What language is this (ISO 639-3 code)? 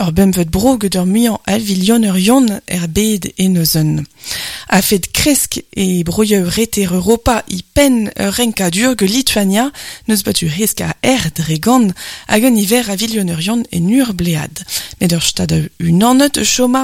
bre